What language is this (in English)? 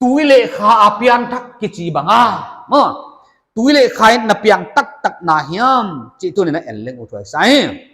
Paite Chin